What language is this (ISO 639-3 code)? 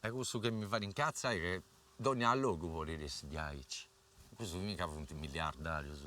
srd